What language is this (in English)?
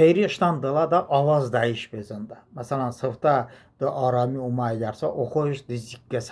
Talysh